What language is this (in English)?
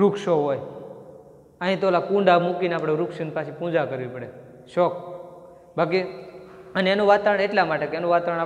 Gujarati